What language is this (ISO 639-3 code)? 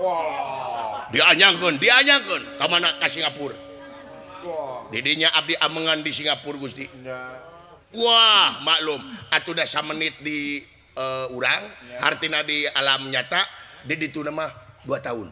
sun